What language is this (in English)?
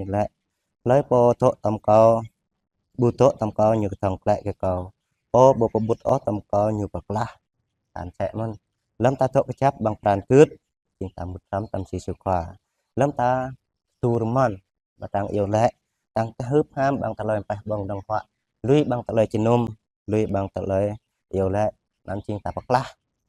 Jarai